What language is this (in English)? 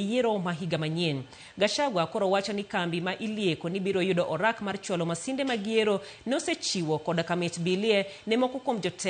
Luo (Kenya and Tanzania)